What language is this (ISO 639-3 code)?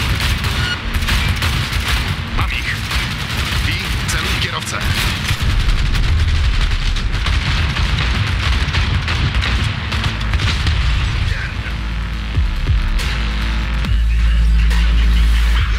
pol